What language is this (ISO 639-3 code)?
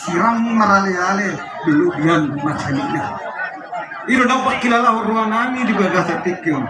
bbc